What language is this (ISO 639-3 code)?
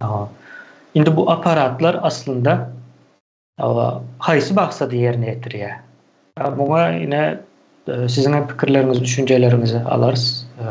tuk